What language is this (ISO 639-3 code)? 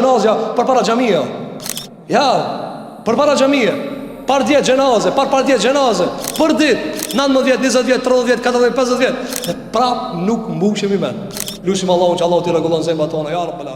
sqi